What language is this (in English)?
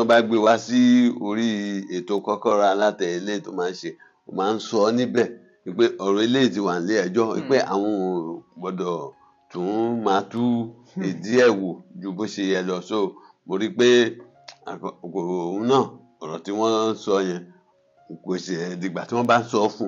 Yoruba